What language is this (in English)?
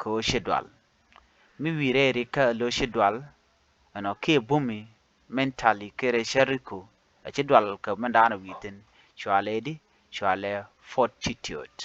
Nuer